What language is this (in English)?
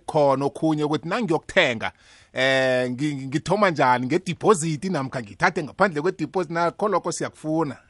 South Ndebele